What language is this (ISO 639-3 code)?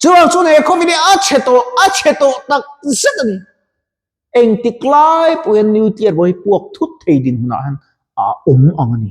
lus